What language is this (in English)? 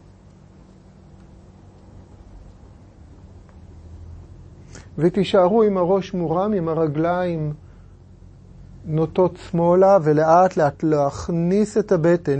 Hebrew